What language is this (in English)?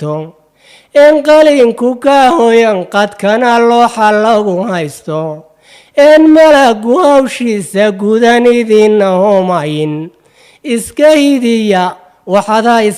Somali